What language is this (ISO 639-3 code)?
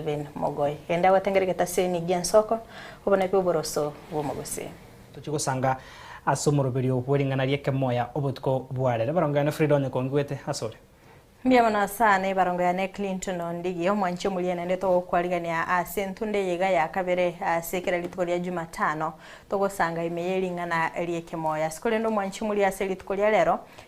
guz